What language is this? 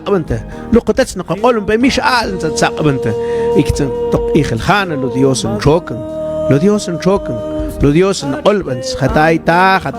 Mam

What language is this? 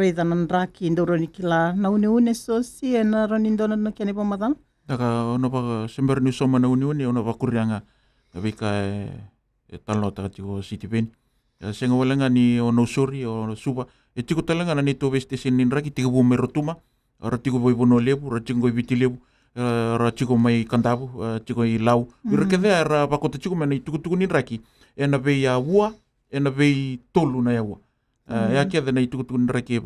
Fijian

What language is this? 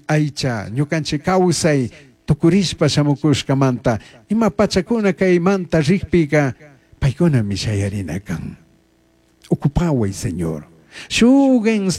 Chimborazo Highland Quichua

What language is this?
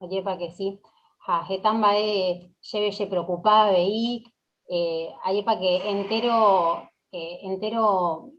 Guarani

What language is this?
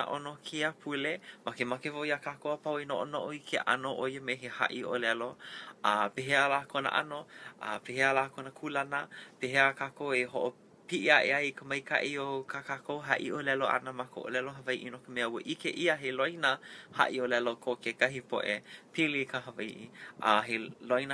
Hawaiian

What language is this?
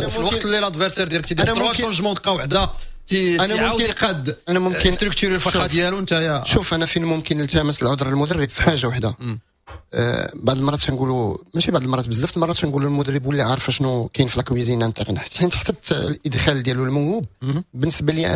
Moroccan Arabic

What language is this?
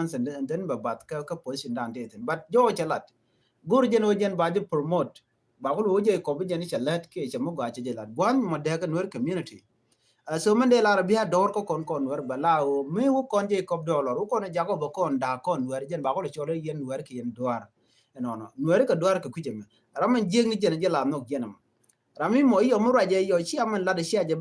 Nuer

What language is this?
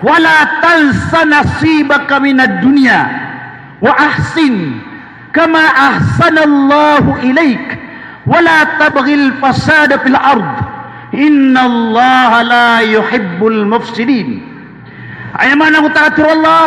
Maranao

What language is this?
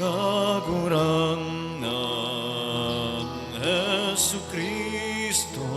Bikol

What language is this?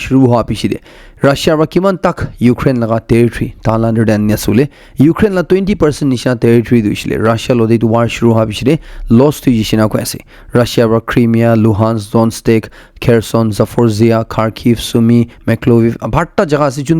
Naga Pidgin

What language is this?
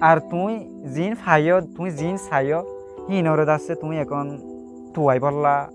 Rohingya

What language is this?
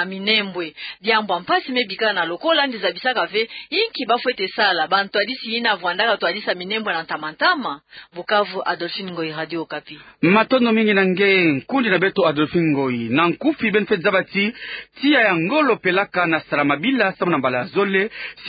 Kituba (Democratic Republic of Congo)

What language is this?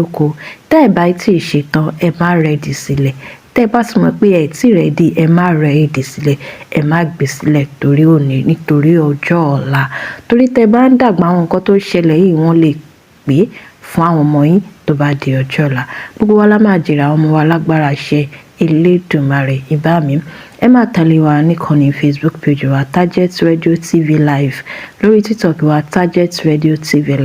Yoruba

